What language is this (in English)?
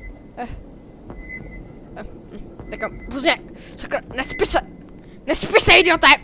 Czech